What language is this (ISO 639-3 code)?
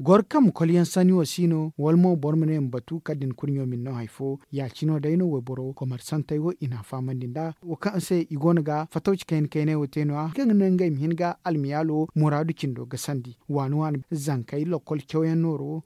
dje